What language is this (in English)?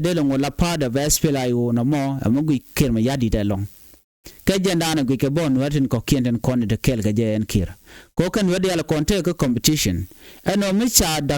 Nuer